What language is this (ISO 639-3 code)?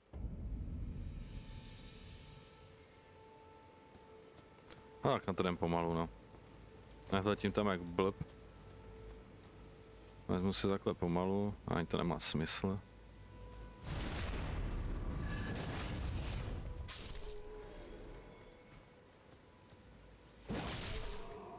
ces